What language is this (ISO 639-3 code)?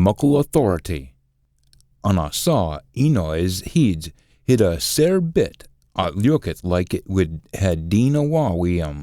sco